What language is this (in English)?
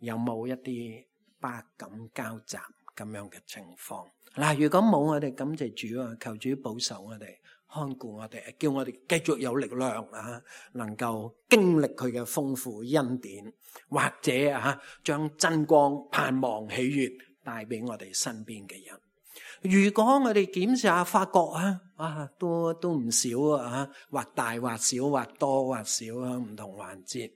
Cantonese